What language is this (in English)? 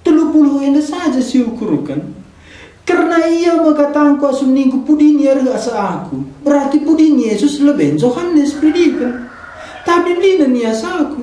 Batak Karo